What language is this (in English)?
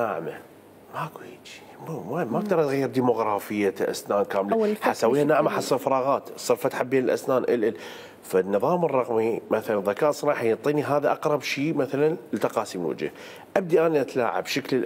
Mesopotamian Arabic